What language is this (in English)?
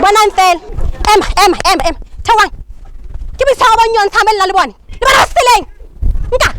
Southern Sotho